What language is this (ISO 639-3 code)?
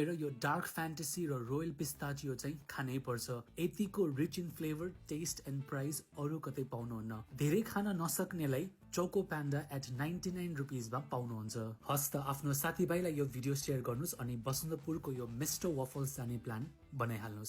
nep